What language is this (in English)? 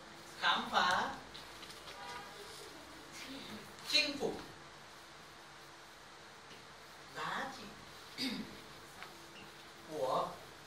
Vietnamese